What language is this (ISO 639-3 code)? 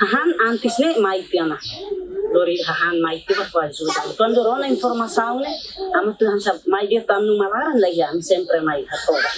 tet